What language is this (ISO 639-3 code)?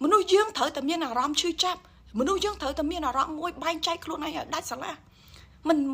khm